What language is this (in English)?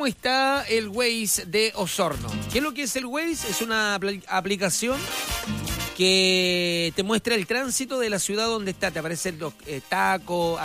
Spanish